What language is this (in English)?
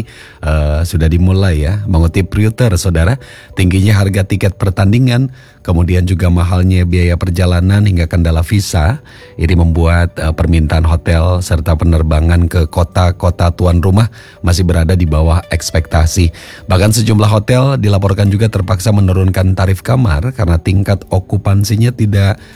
Indonesian